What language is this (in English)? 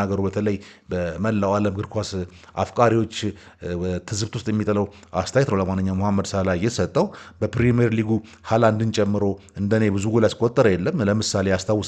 Amharic